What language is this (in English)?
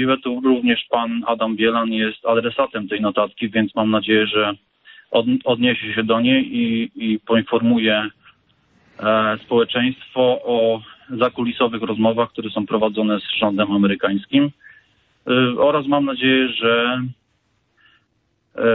Polish